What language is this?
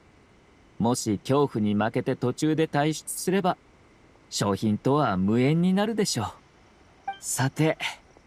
Japanese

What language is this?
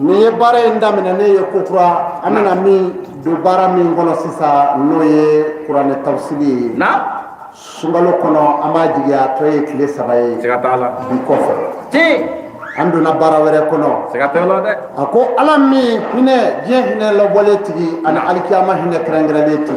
Bambara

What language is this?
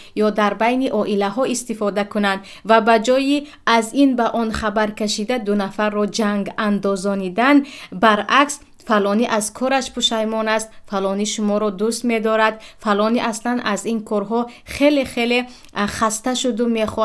Tajik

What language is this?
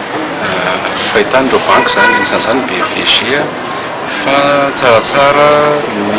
Malagasy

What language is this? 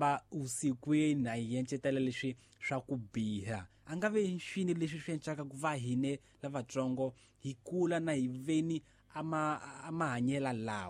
Tsonga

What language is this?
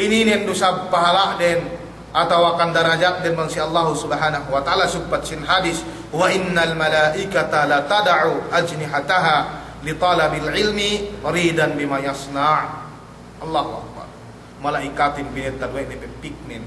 Yakan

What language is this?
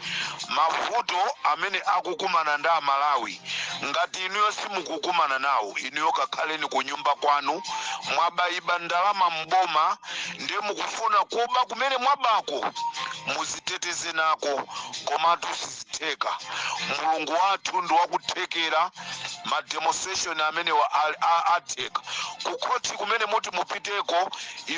Nyanja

